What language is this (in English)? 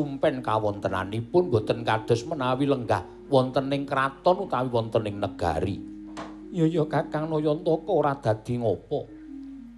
Javanese